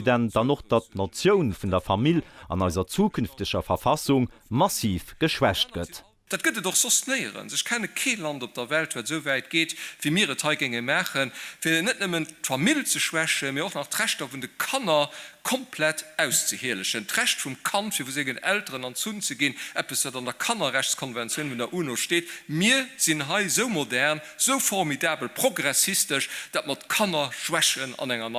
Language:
Luxembourgish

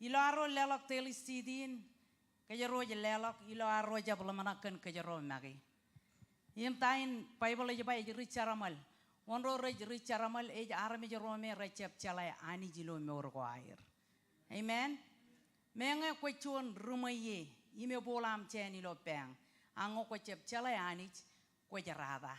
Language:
Marshallese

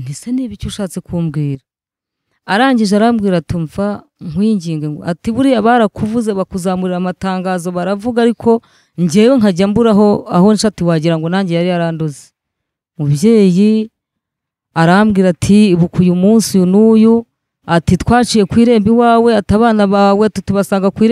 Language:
Kinyarwanda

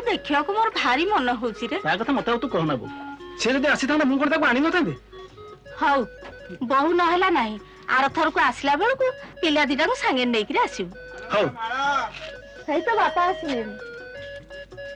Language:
Odia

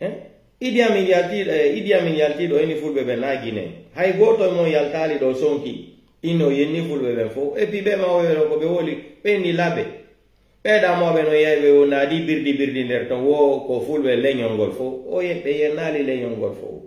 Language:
Pular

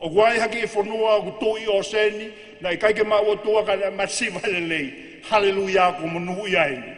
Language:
Tongan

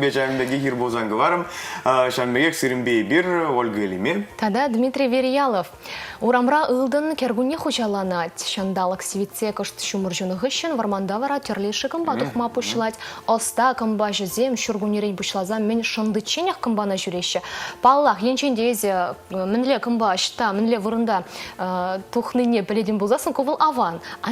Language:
Chuvash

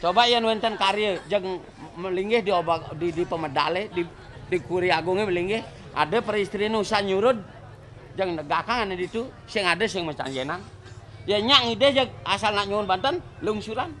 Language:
Balinese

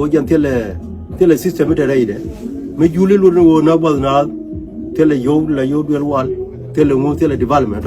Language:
Nuer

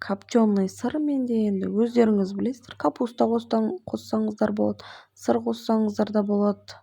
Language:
Kazakh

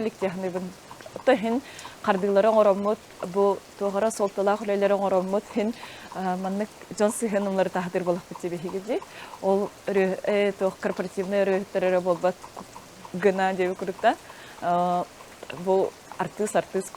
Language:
Yakut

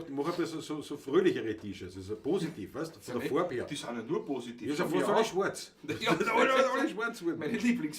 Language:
Bavarian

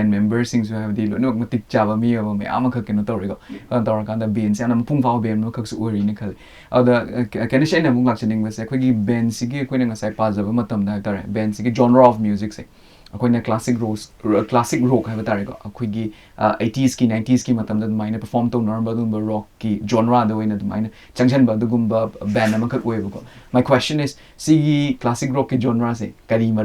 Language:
Manipuri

